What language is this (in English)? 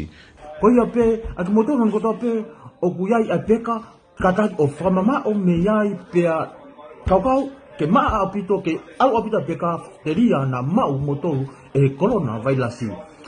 Tongan